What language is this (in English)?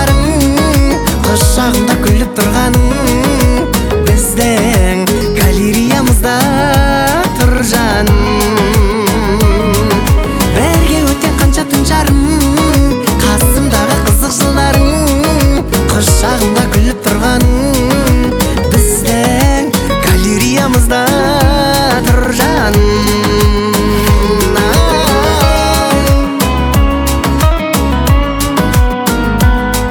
Kazakh